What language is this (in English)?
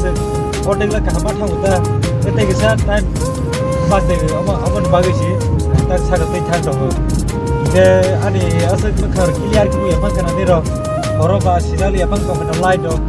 Kok Borok